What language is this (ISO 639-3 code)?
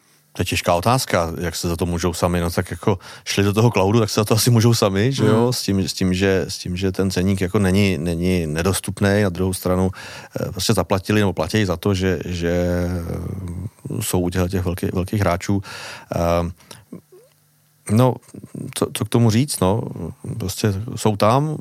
ces